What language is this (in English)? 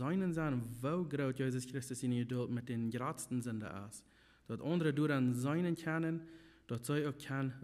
Plautdietsch